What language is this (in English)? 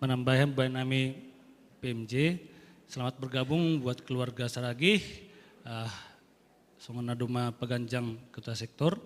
Batak Simalungun